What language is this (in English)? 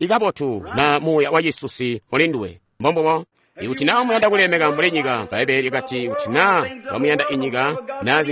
Tonga (Zambia)